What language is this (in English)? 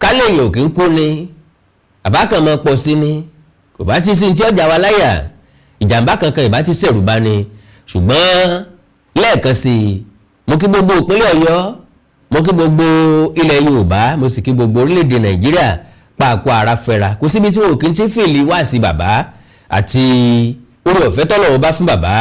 Yoruba